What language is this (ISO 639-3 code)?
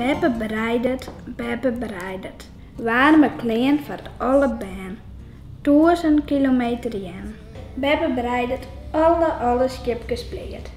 fry